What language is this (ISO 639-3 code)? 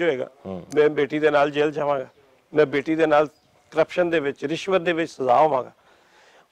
lah